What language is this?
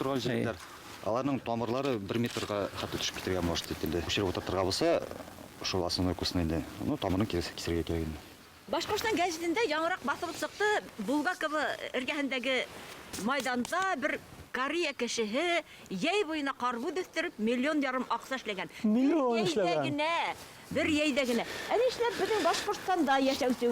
Bashkir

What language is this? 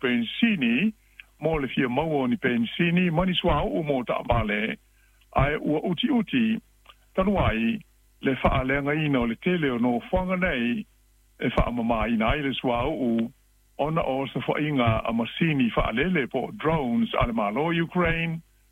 Samoan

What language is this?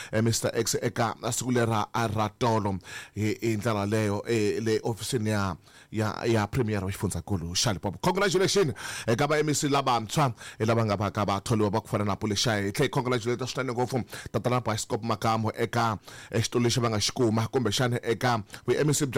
Tsonga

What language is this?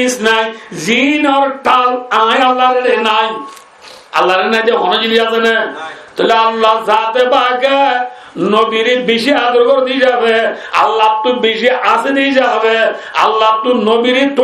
Rohingya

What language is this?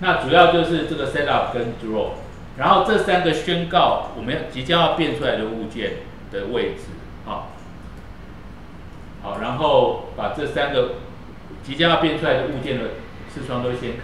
Chinese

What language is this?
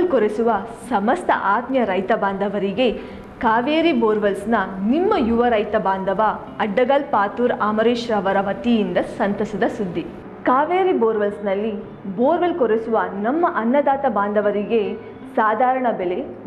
Kannada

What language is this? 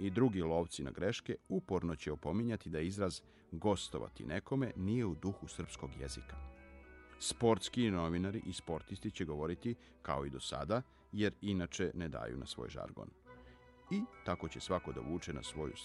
Serbian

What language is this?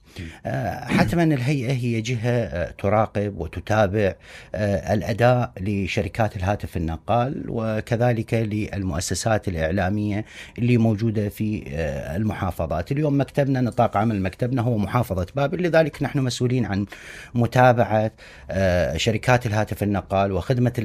Mesopotamian Arabic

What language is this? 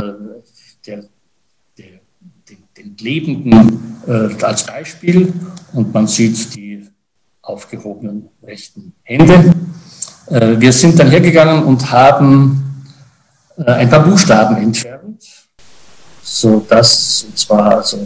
German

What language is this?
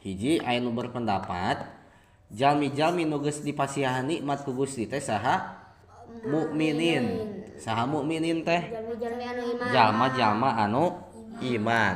Sundanese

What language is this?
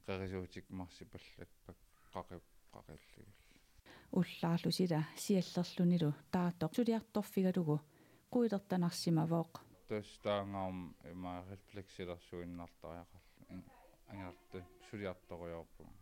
Kalaallisut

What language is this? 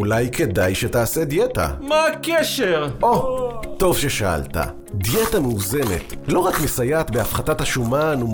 Hebrew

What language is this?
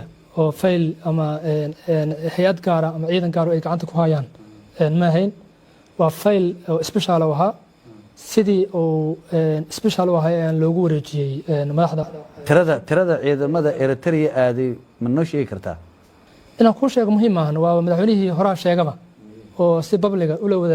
Somali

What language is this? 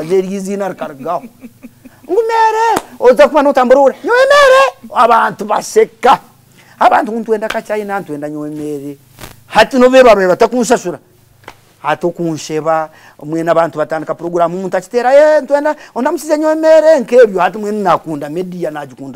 Nyankole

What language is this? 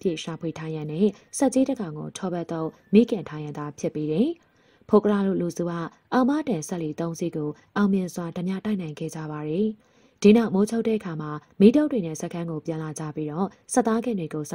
Burmese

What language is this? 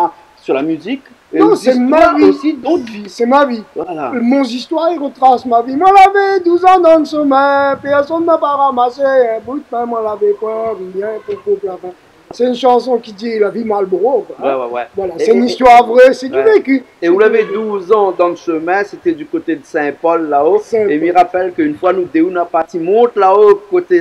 Réunion Creole French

